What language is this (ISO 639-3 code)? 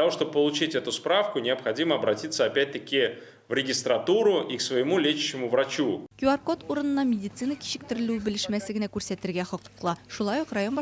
tat